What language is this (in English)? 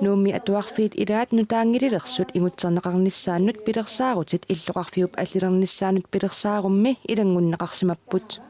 Kalaallisut